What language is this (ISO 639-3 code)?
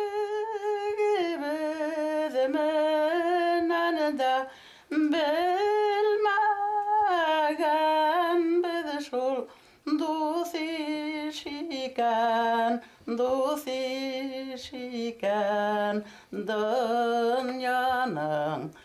bak